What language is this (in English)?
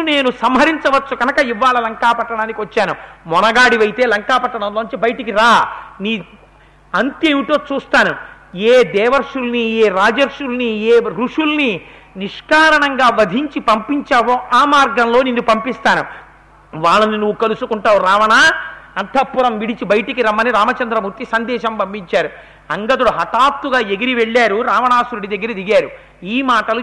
Telugu